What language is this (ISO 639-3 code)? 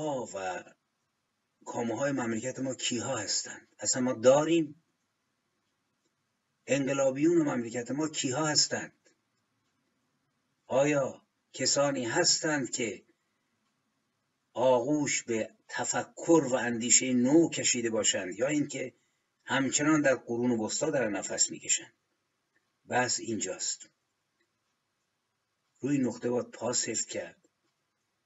fas